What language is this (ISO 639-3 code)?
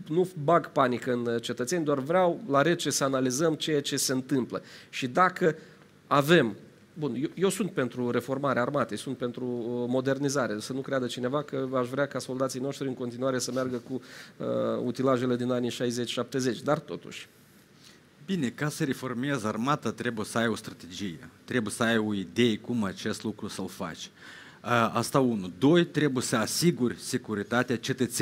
ron